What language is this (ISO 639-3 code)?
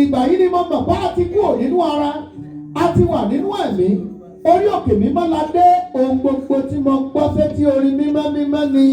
yor